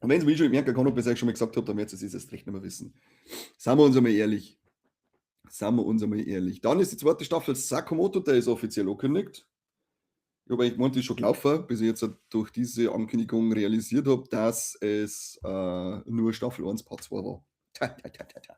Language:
Bavarian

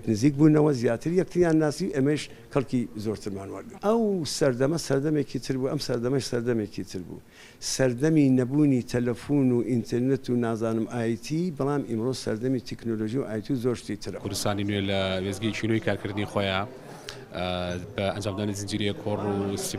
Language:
Central Kurdish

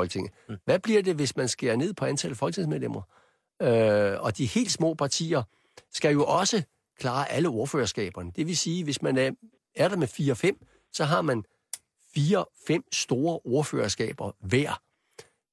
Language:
Danish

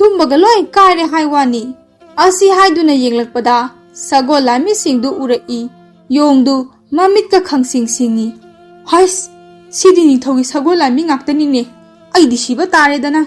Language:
Manipuri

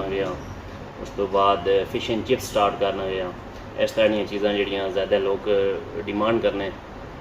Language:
Pahari-Potwari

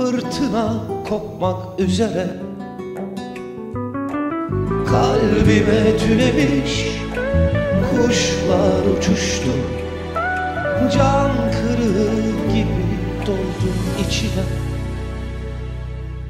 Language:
Turkish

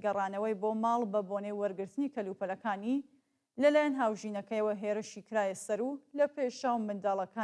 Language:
Central Kurdish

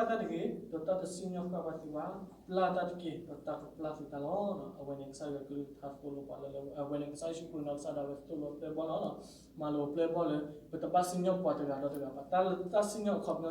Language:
S'gaw Karen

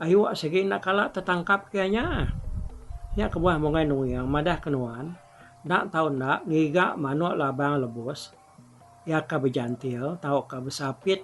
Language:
Iban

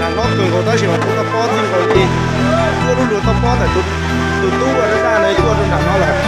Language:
Hmong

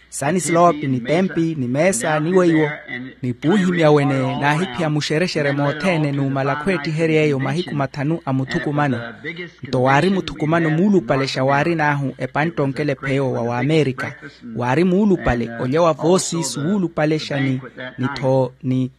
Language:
Makhuwa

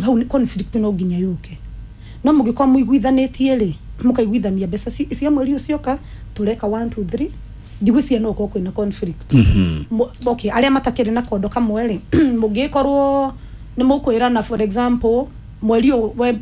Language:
Kikuyu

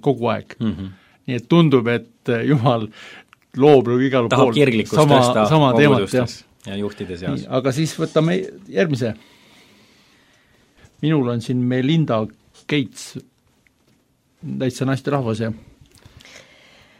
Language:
Estonian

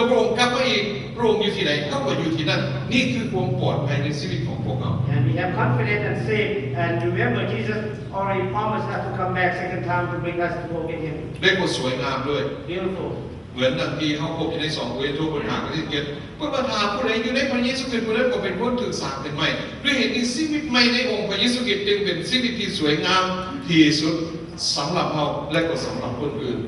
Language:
Lao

